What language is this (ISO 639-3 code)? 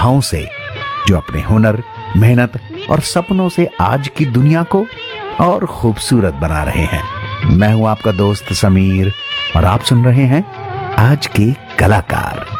hin